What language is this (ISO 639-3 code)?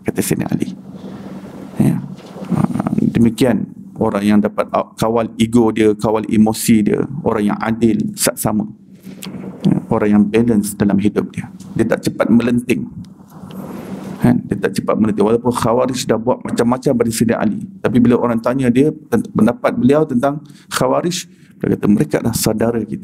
msa